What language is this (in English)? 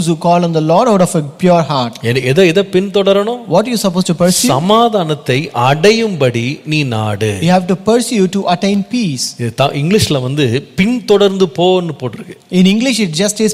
Tamil